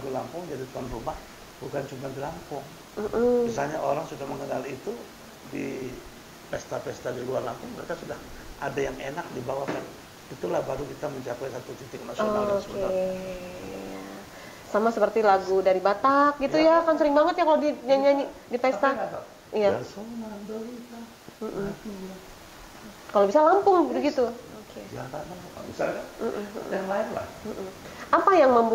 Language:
Indonesian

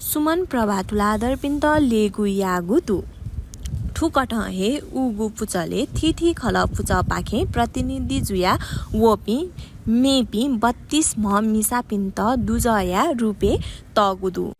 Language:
Newari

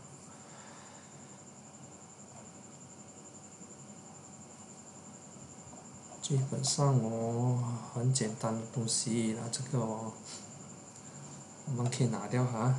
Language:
Chinese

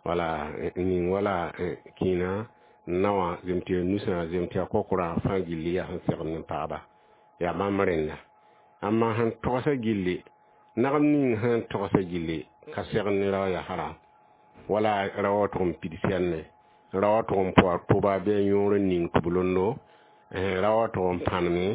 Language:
Mossi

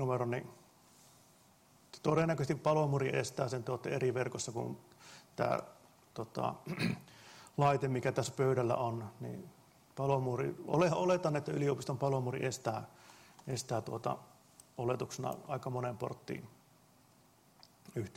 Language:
Finnish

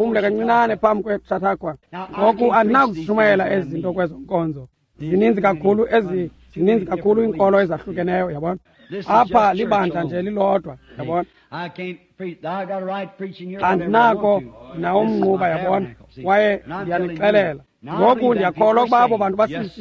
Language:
Xhosa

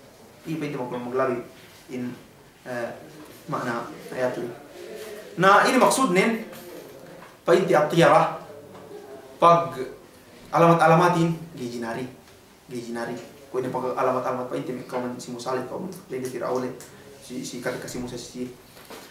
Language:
Yakan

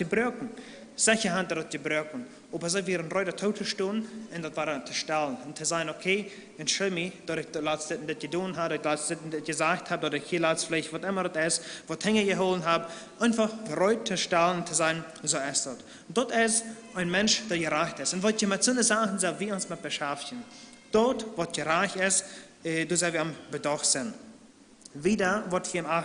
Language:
Plautdietsch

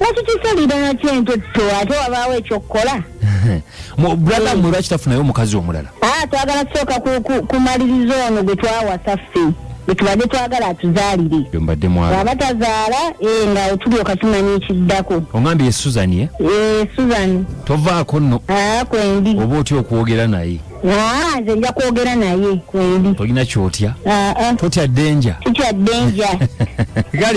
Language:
Ganda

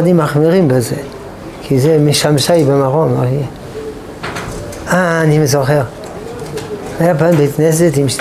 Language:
Hebrew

